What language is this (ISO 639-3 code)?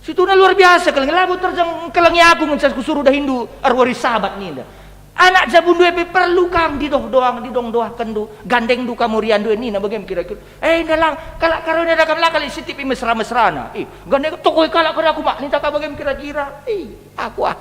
btx